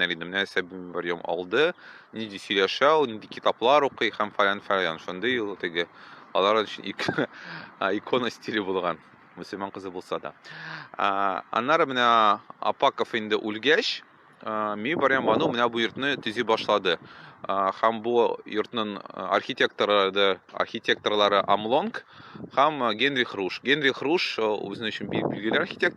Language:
Tatar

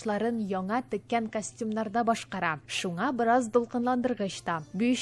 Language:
Tatar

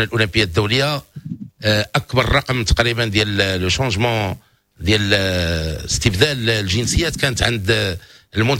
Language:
Moroccan Arabic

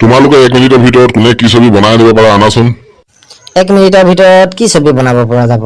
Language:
Assamese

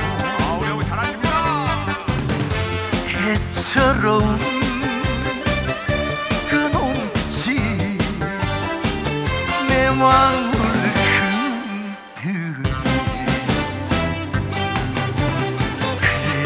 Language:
Korean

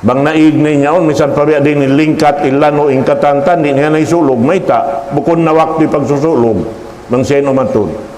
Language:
Tausug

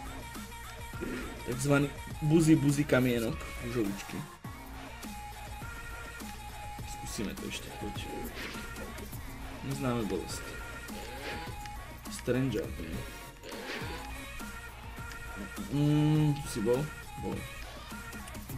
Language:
Slovak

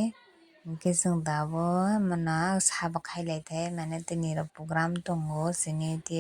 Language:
Kok Borok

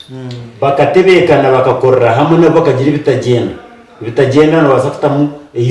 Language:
Nyankole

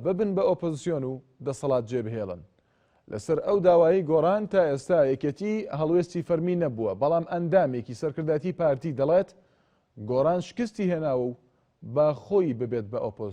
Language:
Central Kurdish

